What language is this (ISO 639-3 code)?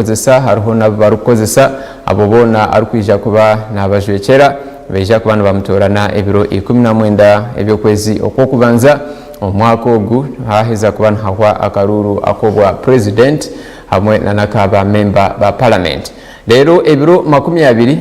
nyn